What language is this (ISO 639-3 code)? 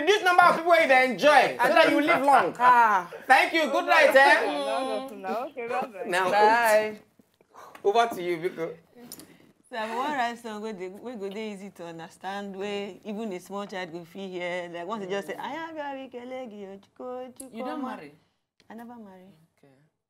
pcm